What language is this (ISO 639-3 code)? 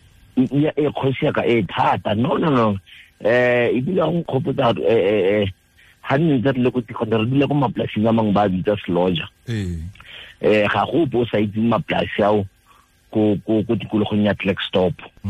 tsn